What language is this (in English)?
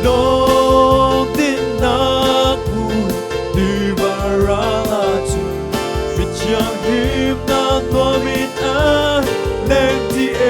Hakha Chin